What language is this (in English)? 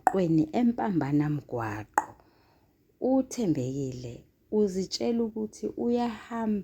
Zulu